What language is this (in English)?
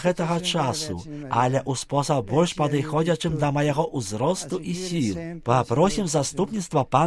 Belarusian